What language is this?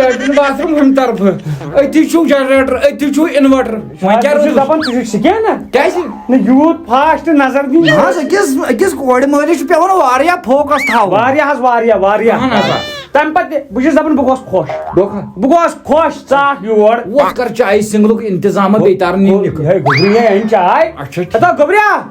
Kashmiri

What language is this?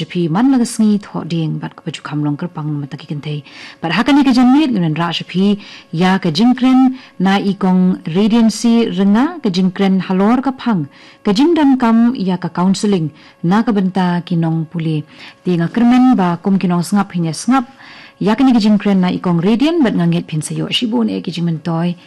Khasi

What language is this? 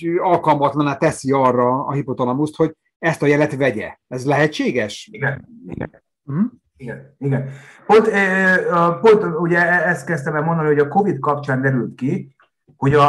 Hungarian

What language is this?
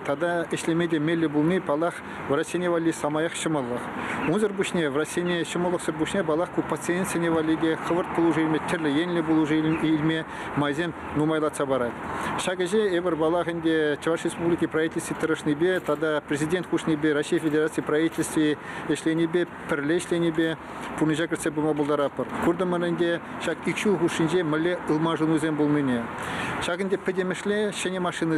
Chuvash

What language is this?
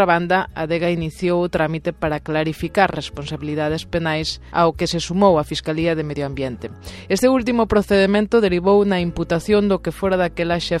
Galician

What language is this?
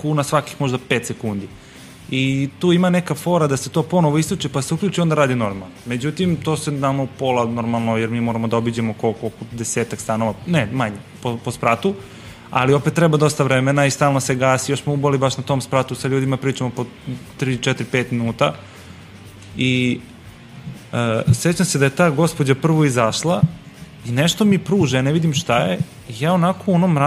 Serbian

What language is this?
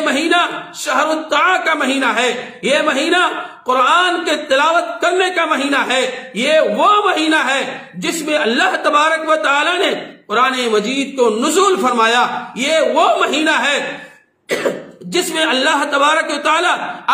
Urdu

